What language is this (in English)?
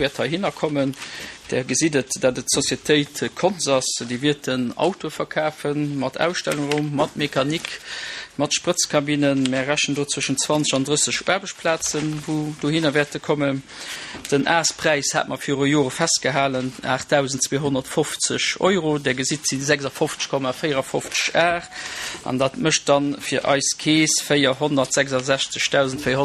Luxembourgish